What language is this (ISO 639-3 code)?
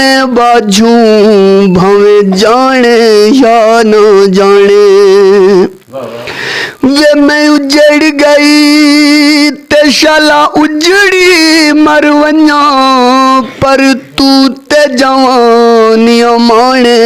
skr